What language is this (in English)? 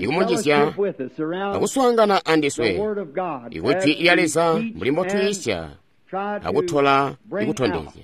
Tonga (Zambia)